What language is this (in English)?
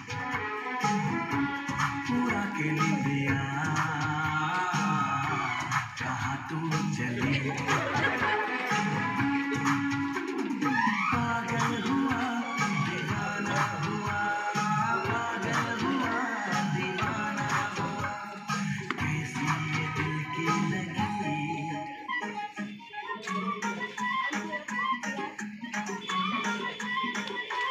Hindi